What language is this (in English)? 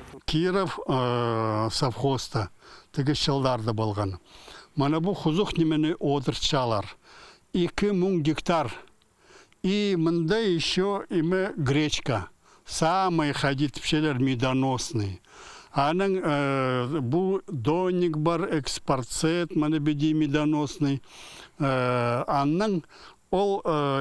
Khakas